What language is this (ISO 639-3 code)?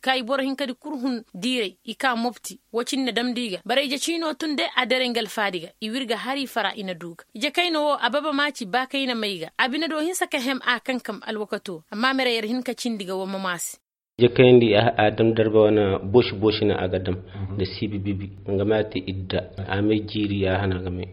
ses